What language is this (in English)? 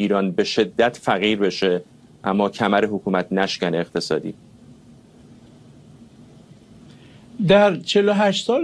Persian